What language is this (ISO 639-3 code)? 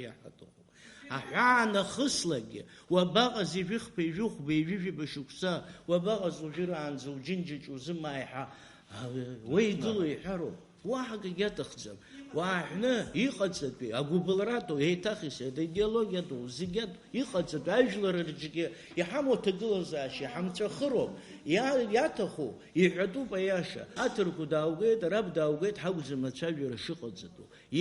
abk